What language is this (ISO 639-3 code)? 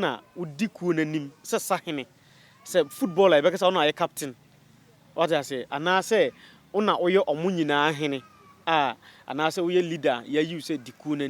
aka